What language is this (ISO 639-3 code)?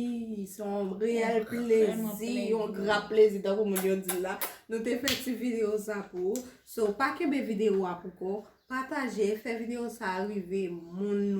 hat